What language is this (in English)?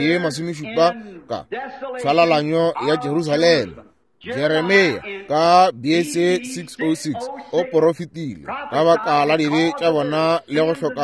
Northern Sotho